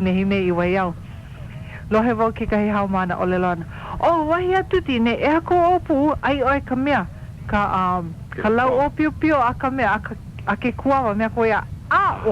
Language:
Hawaiian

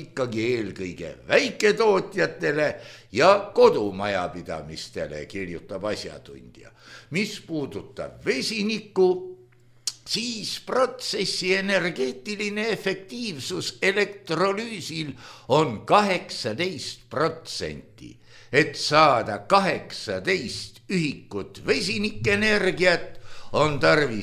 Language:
Estonian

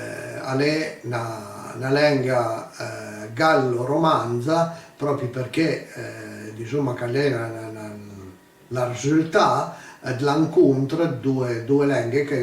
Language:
Piedmontese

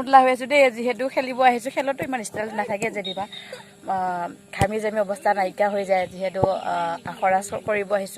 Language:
Assamese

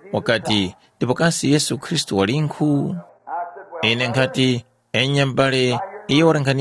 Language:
Tumbuka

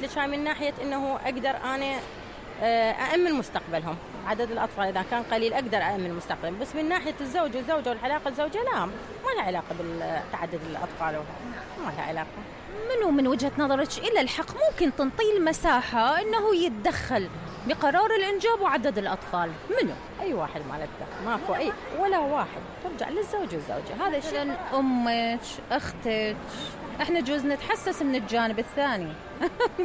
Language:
Mesopotamian Arabic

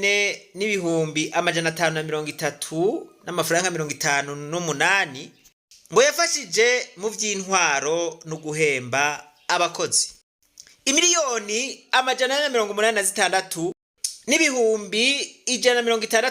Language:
Rundi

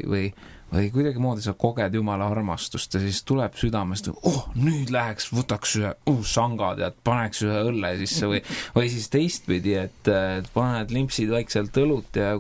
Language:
Estonian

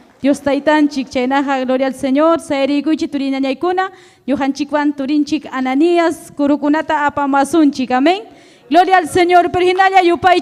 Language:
Ayacucho Quechua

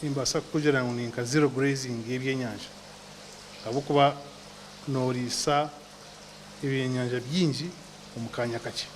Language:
Nyankole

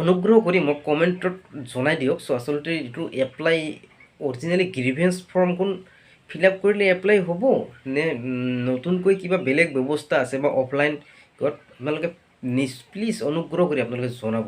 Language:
Assamese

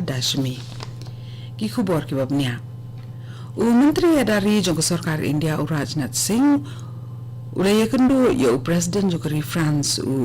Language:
Khasi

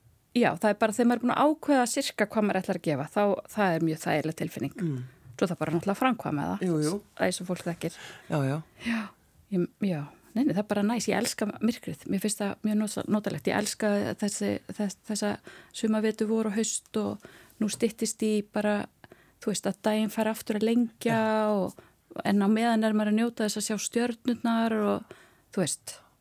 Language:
Icelandic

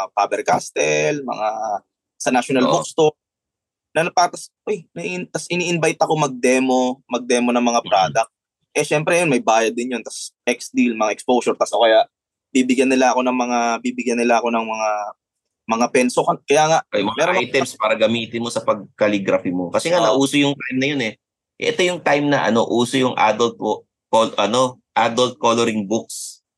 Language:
Filipino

